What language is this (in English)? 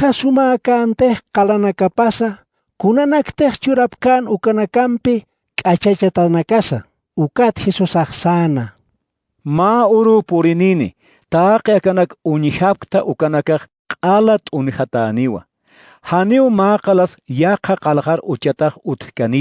Aymara